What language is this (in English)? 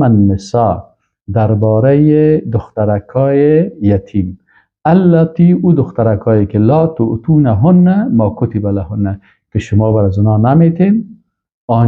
Persian